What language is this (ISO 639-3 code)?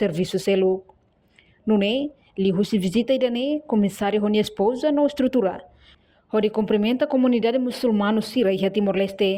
tet